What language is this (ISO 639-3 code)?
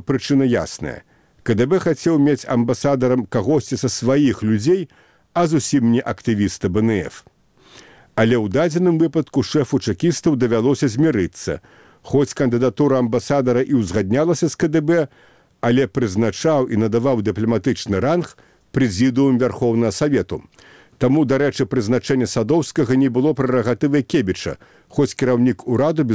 bel